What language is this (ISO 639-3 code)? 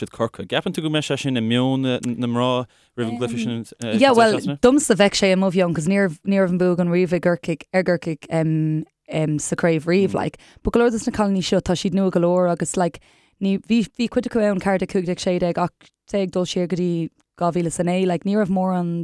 gle